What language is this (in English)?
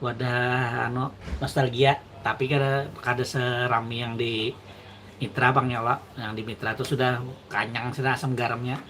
Banjar